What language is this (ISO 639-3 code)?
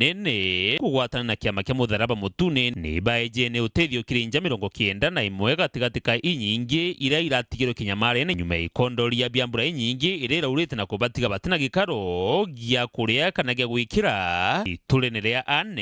mer